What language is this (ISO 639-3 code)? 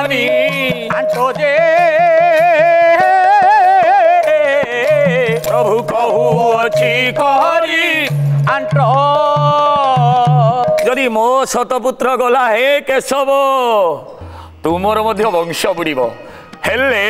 ori